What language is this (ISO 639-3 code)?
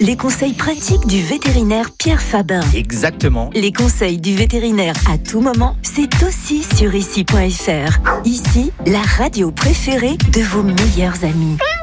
fra